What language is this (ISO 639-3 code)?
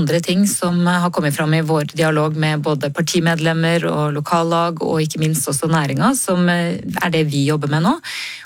nor